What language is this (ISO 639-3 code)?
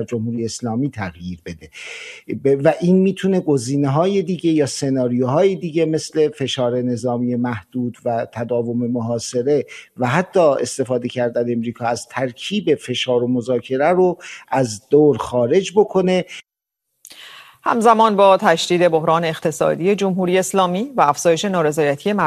fas